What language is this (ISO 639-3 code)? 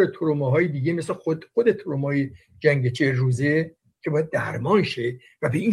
fas